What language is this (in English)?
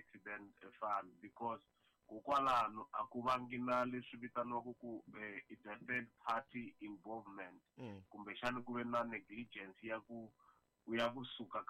Tsonga